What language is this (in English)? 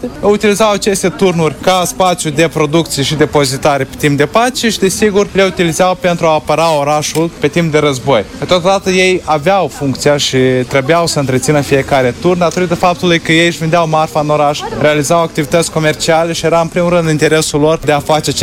Romanian